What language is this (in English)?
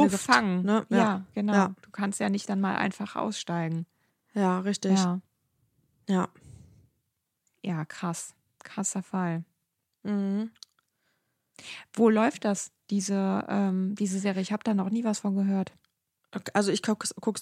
German